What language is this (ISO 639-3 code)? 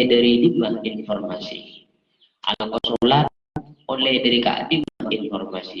mad